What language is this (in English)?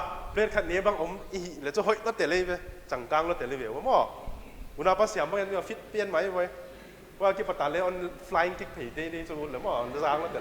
Paite Chin